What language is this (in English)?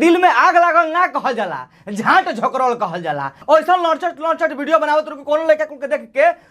Bhojpuri